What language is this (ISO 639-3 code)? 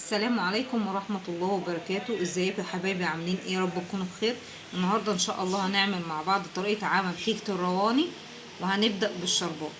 arz